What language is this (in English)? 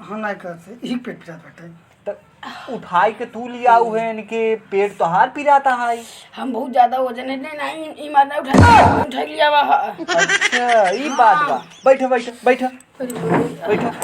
Awadhi